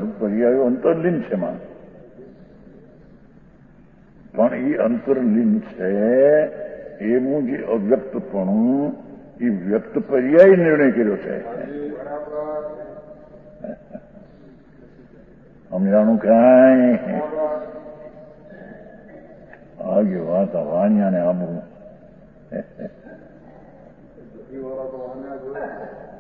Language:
Gujarati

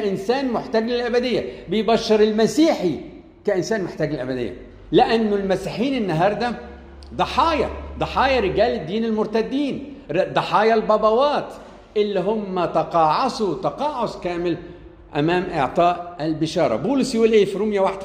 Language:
Egyptian Arabic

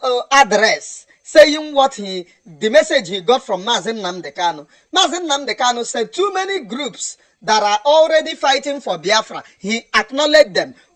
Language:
Igbo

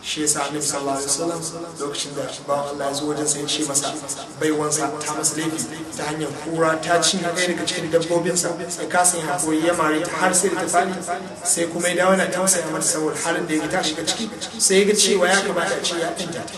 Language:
Hausa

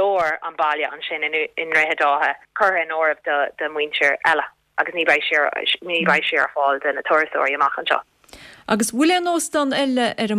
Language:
Irish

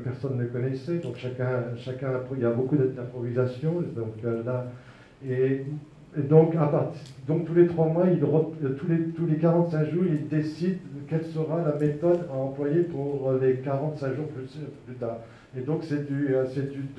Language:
French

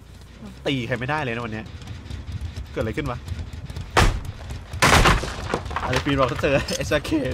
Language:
Thai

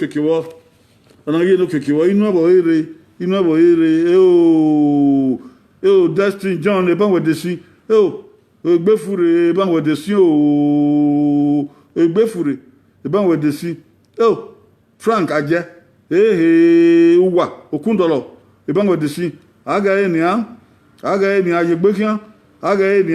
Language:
Bini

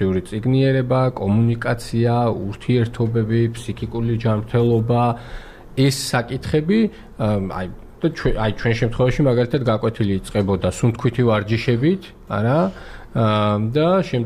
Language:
Georgian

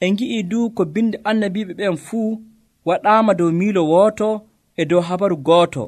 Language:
Nigerian Fulfulde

